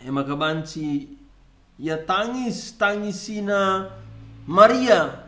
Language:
Batak Karo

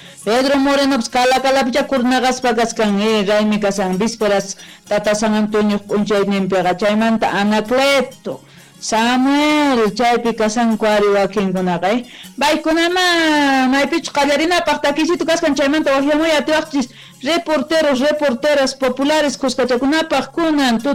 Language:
South Bolivian Quechua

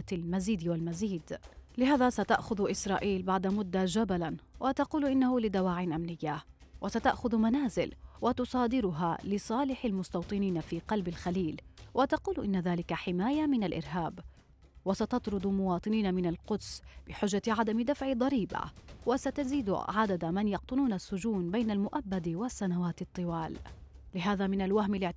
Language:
Arabic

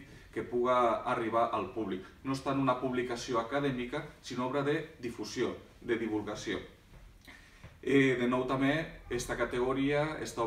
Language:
Catalan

